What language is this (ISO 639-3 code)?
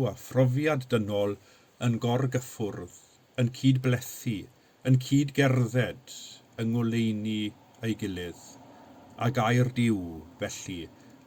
cym